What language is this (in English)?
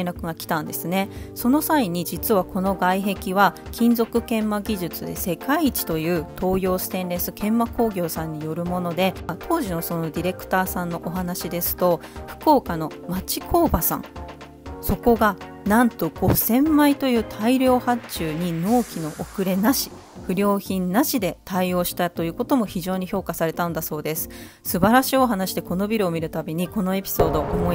Japanese